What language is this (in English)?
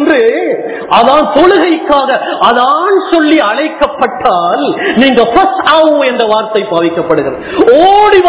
Tamil